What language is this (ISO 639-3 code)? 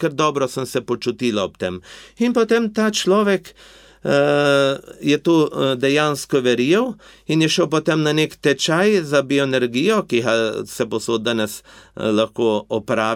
slv